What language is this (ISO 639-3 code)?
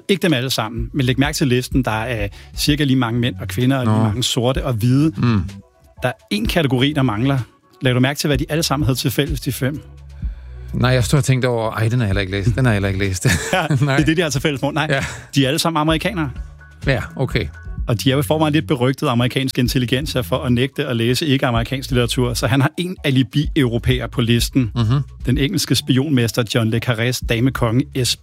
dan